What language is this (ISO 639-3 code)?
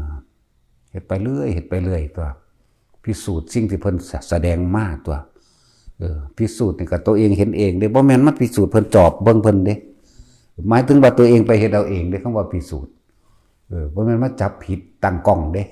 tts